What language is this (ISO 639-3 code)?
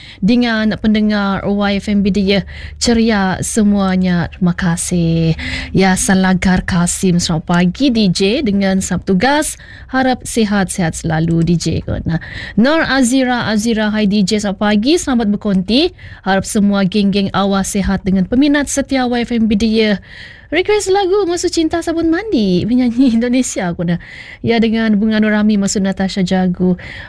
msa